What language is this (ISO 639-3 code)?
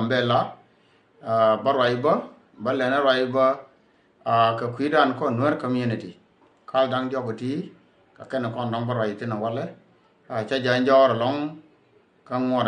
nus